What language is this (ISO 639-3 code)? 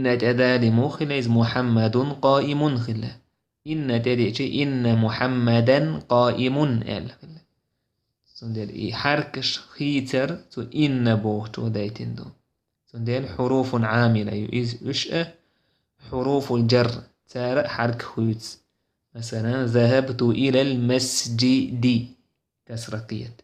che